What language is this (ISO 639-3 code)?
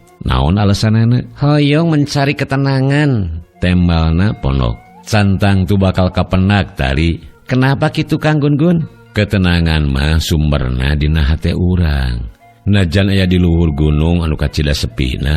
sun